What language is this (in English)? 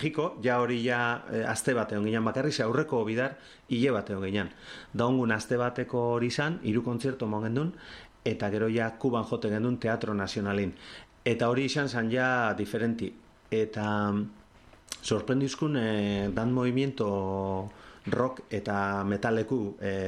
Basque